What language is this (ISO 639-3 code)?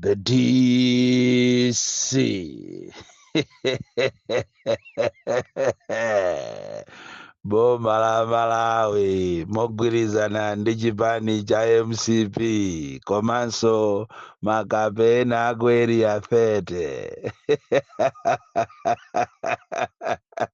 nya